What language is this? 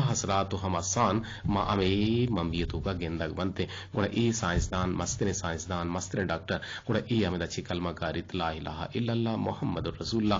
Eastern Balochi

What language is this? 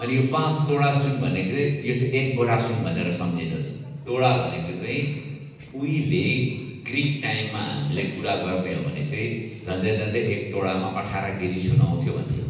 Nepali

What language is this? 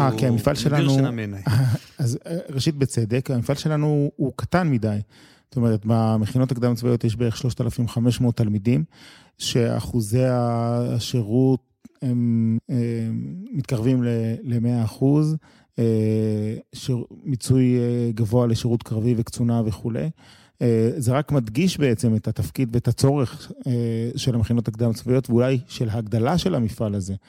Hebrew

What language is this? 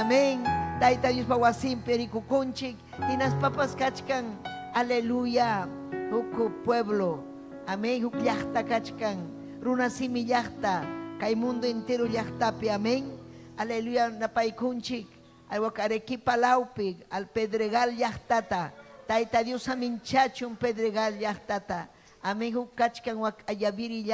Ayacucho Quechua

